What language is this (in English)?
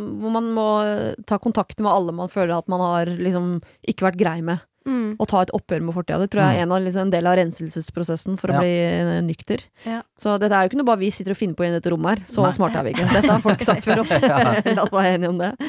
Norwegian